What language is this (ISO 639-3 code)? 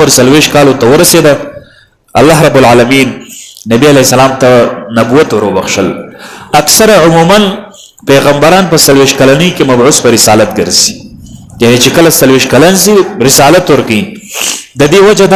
pus